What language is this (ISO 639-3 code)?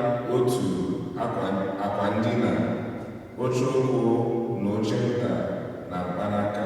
ibo